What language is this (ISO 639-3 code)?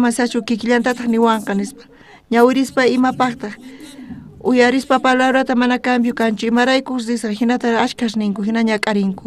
quh